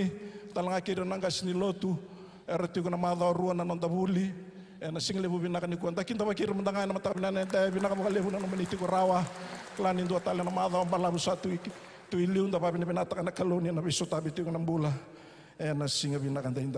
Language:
Fijian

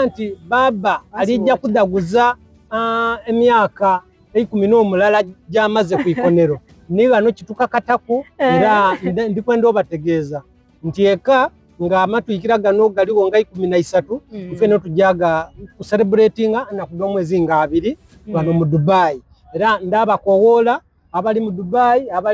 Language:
Soga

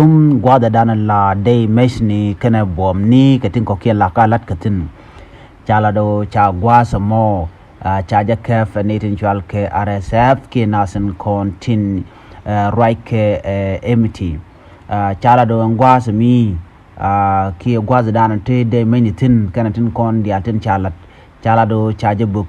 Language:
Nuer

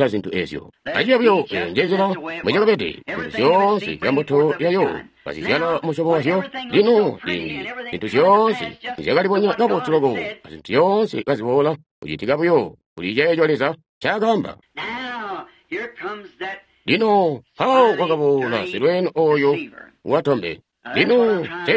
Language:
Tonga (Zambia)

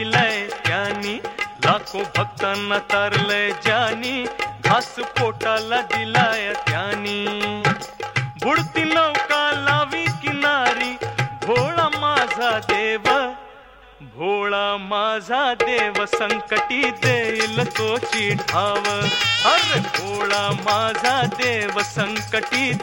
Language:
Marathi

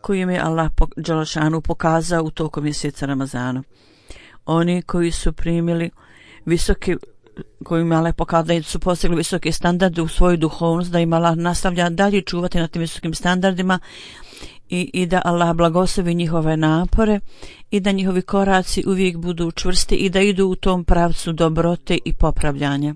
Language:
Bosnian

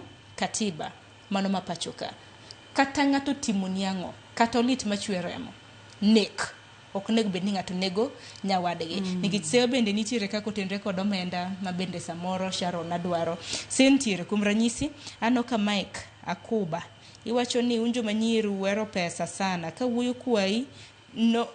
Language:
Luo (Kenya and Tanzania)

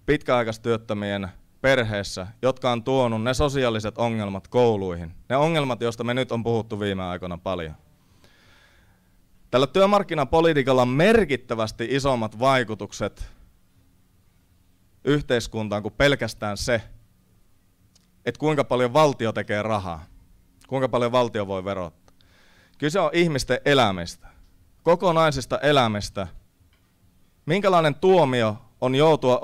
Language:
Finnish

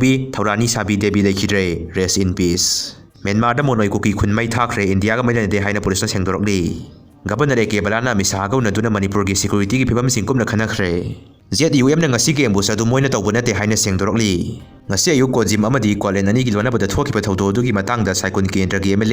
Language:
Manipuri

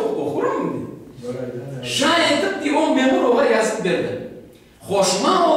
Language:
Crimean Tatar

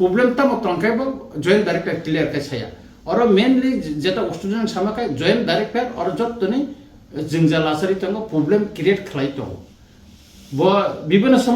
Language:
Kok Borok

